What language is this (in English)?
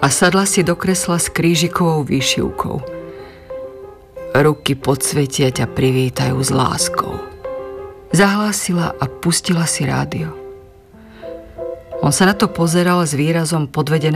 Slovak